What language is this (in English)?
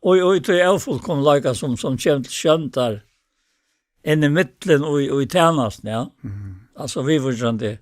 Faroese